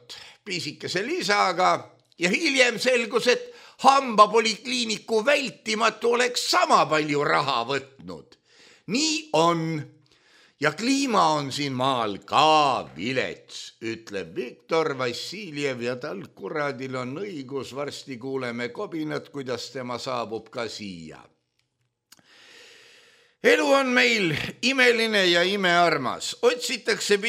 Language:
Estonian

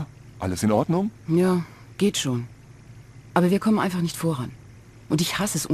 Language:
Bavarian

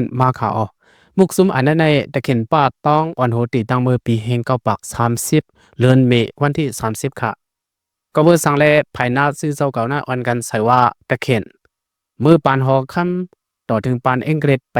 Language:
Shan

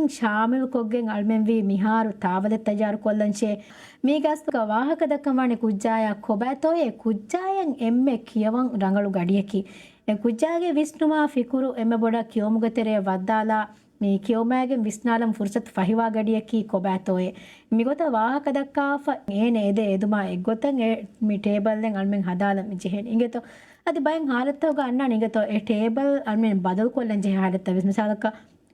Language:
Divehi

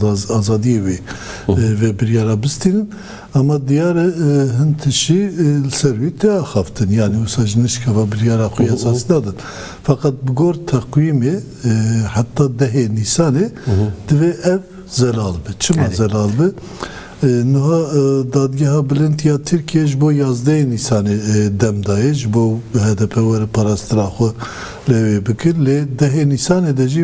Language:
Kurdish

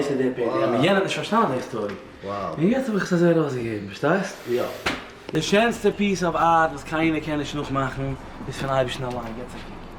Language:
Yiddish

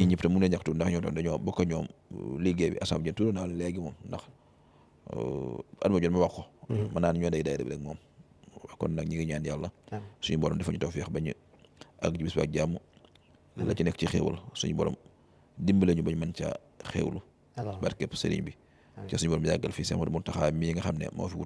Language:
Wolof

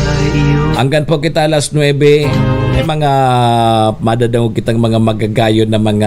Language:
Bikol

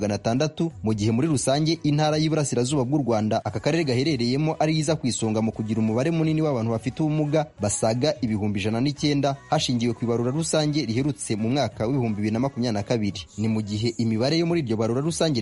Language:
Kinyarwanda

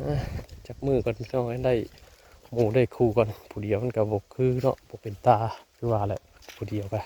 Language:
Northeastern Thai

